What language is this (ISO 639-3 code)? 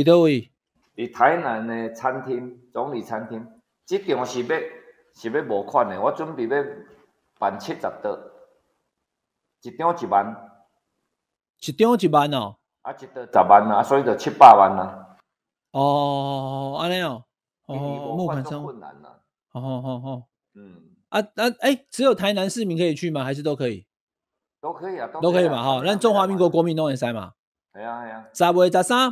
zho